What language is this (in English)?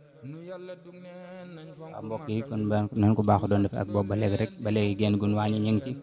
Wolof